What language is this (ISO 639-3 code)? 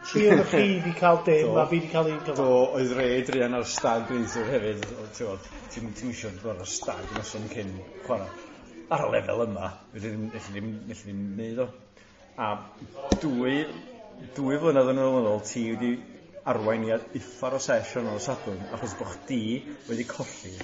cym